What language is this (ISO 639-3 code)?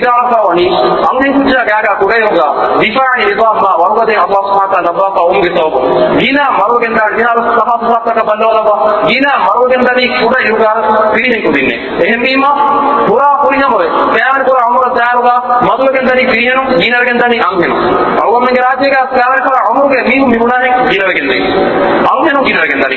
div